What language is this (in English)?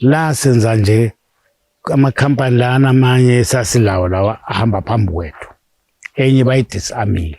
North Ndebele